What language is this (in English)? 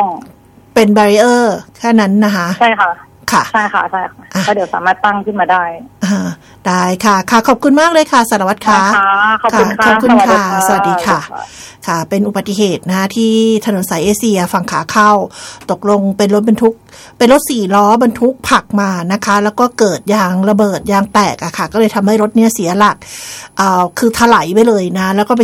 Thai